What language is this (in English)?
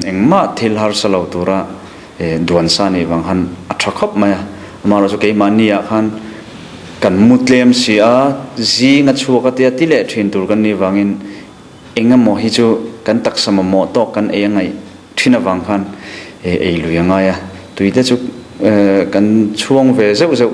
Mizo